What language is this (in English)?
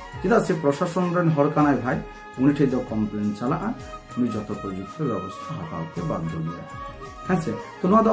Santali